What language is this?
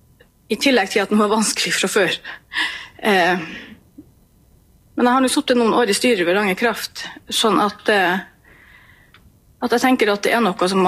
Norwegian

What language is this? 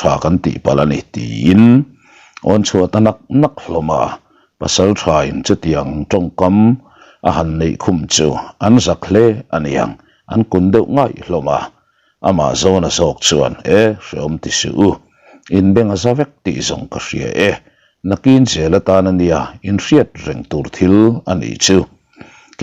Mizo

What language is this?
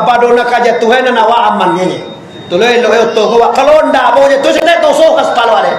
Minangkabau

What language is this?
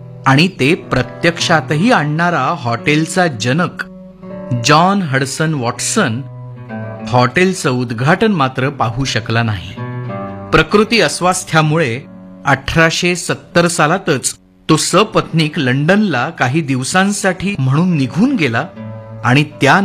Marathi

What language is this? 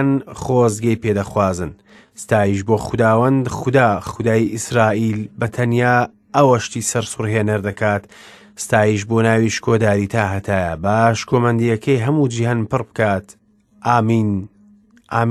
Central Kurdish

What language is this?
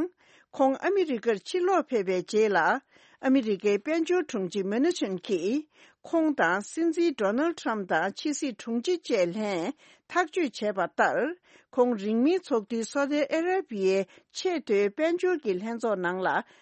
Tibetan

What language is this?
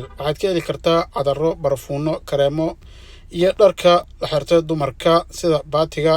Somali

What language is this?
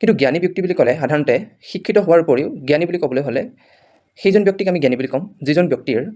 Assamese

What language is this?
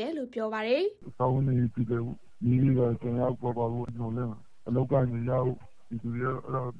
Burmese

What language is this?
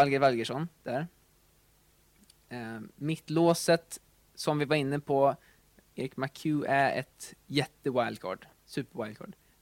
Swedish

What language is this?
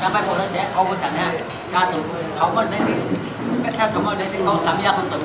Riang (India)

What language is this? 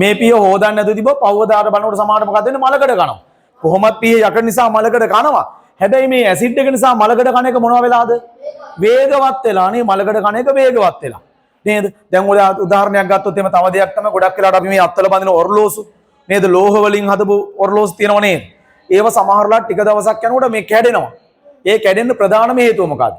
Sinhala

